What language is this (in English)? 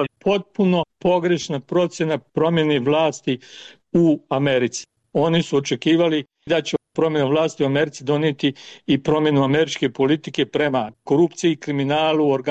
Croatian